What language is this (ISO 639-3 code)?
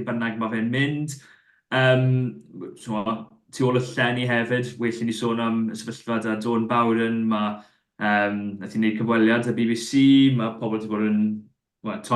cym